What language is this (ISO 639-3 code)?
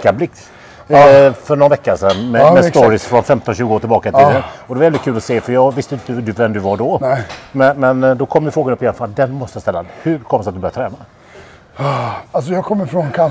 swe